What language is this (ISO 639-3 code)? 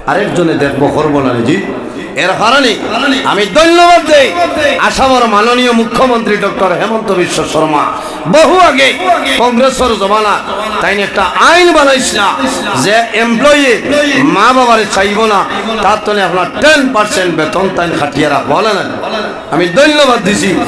syl